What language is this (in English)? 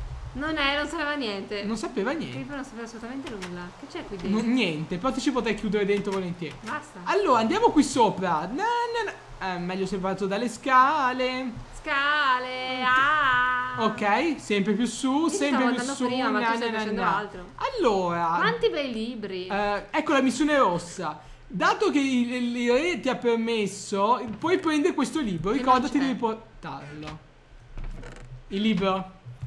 Italian